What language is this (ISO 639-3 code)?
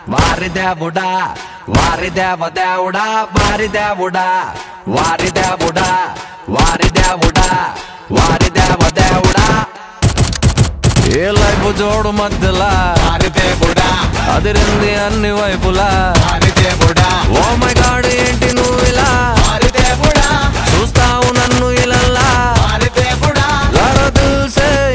tel